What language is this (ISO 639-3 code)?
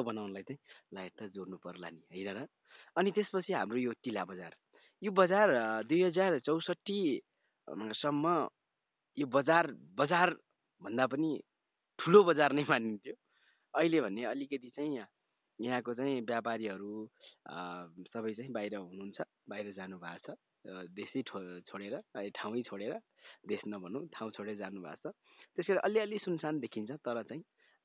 nep